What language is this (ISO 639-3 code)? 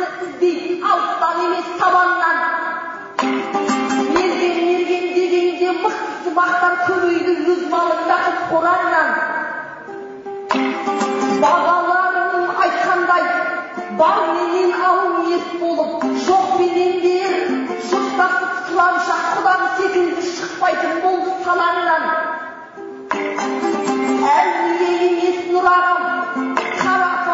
kaz